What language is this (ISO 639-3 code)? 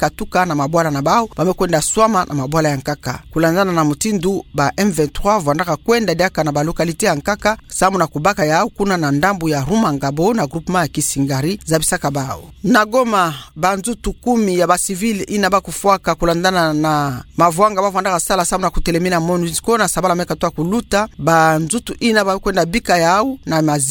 ktu